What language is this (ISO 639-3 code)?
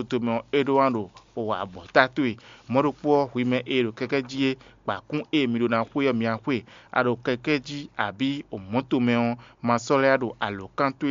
fon